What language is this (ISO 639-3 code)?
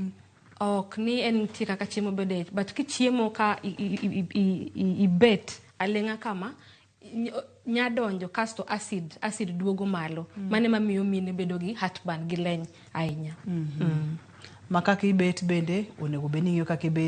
luo